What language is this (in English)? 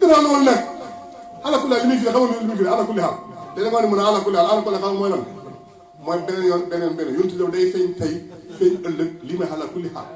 Wolof